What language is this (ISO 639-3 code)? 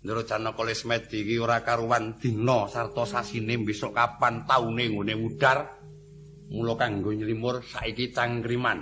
jav